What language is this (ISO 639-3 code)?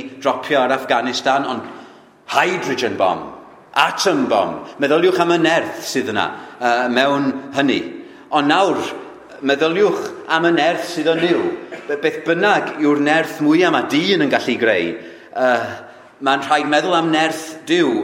cym